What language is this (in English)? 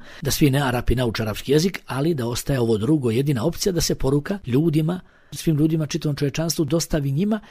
Bosnian